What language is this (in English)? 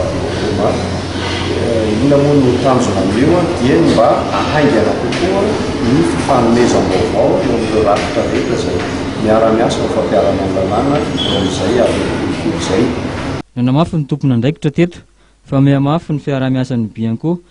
Malagasy